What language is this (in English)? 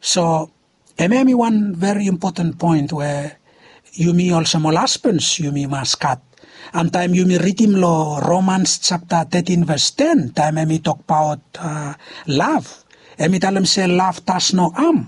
Bislama